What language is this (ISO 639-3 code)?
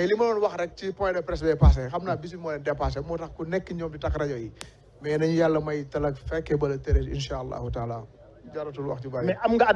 wol